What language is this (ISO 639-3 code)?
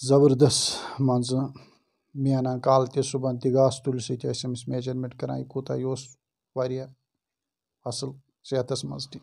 kas